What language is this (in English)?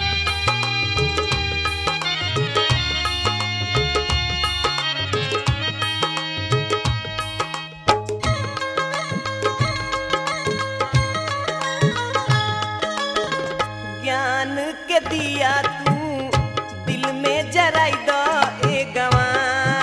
Bhojpuri